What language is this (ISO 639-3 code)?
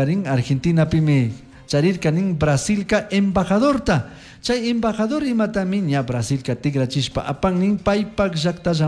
qug